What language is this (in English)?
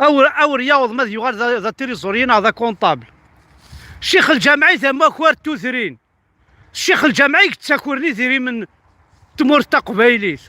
Kabyle